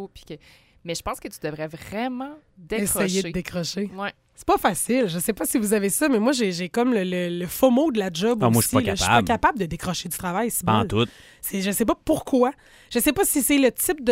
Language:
French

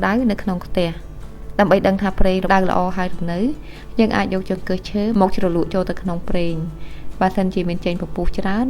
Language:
Khmer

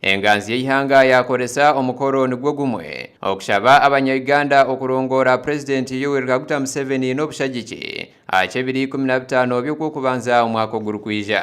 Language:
Nyankole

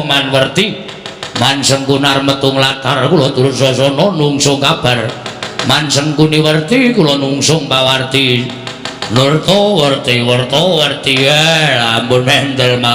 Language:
Javanese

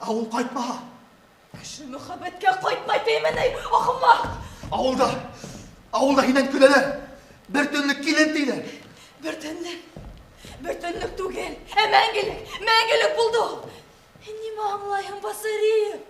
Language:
Bashkir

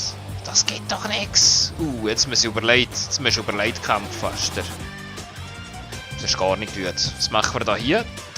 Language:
Swiss German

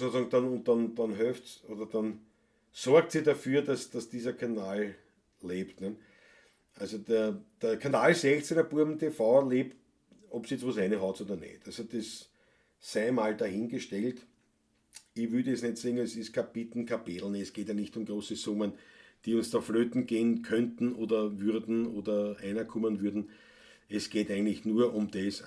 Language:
Bavarian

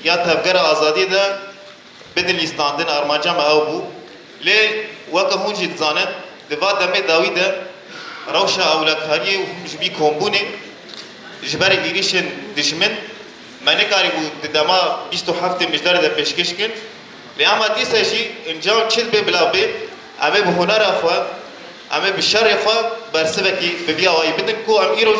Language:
Kurdish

